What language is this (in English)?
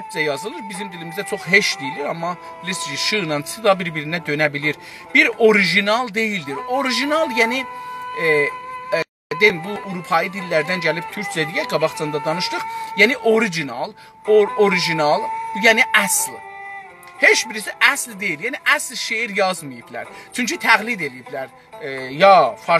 South Azerbaijani